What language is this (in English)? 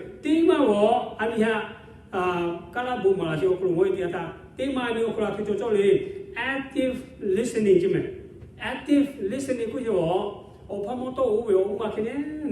Lahu